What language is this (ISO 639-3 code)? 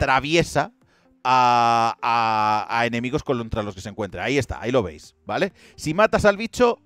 spa